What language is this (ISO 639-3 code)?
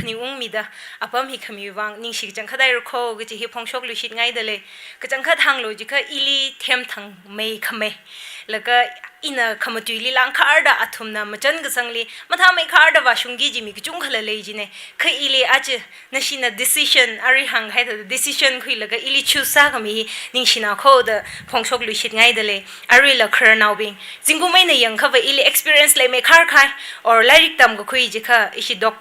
nmf